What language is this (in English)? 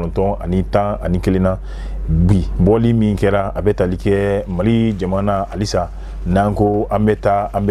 Bambara